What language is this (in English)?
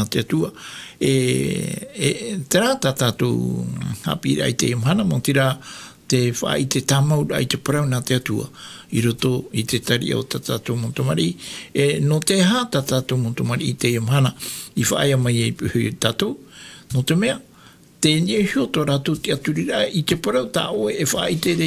Tahitian